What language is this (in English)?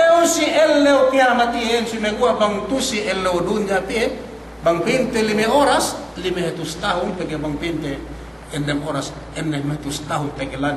Yakan